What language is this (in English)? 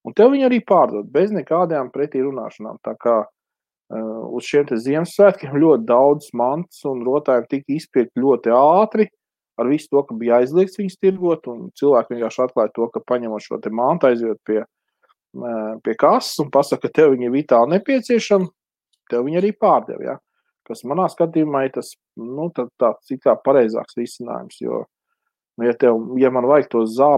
Latvian